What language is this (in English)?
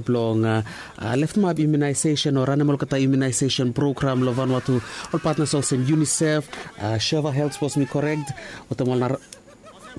Bislama